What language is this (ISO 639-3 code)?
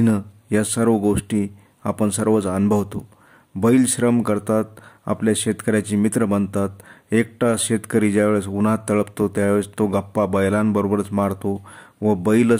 mar